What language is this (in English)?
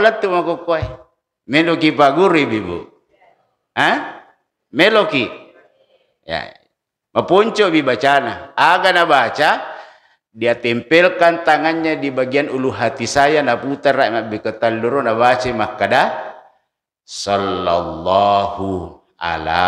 Buginese